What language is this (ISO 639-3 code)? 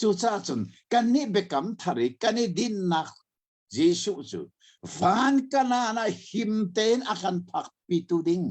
cnh